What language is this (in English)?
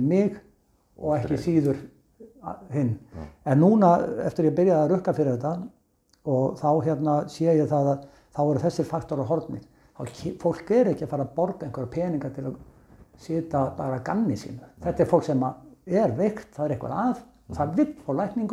Icelandic